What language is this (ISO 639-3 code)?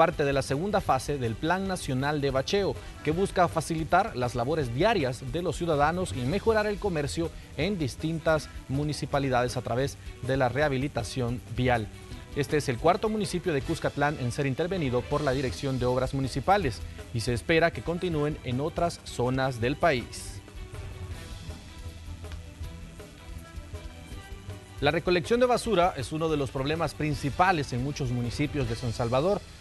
spa